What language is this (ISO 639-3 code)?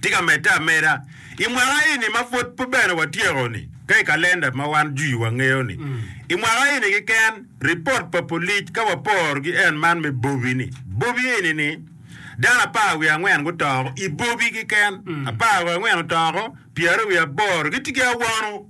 ach